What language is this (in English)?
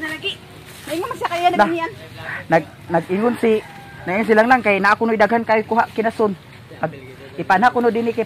Cebuano